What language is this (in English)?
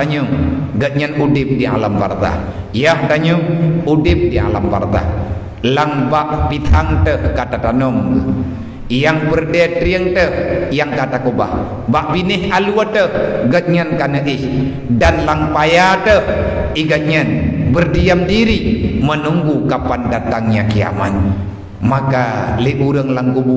Achinese